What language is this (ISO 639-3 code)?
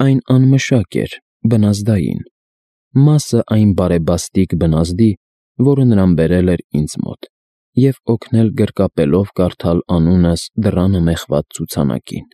hye